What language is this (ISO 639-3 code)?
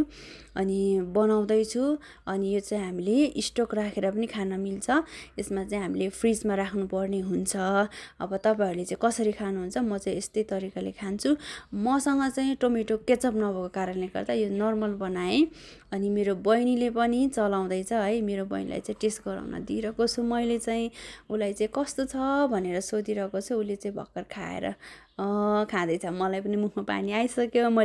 nep